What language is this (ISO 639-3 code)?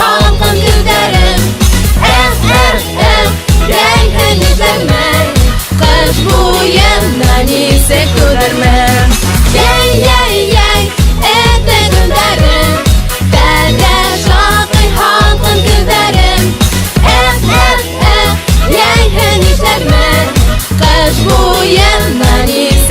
bak